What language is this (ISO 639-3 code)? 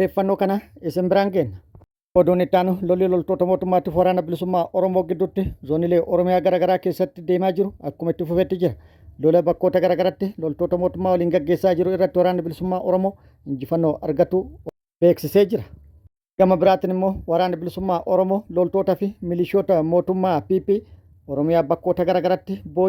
orm